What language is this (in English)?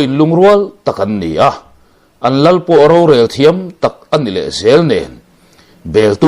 Mizo